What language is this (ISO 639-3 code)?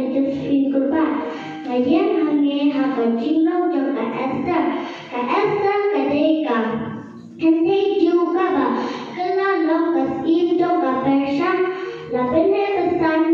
kha